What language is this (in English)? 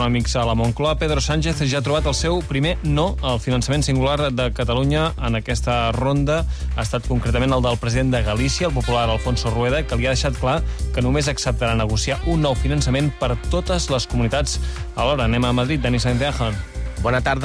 Catalan